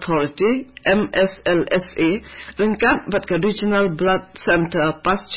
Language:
Khasi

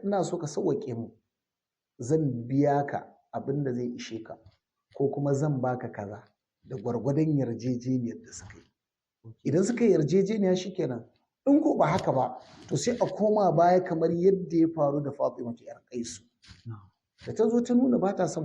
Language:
Hausa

